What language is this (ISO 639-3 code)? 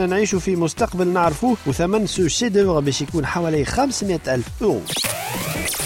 aeb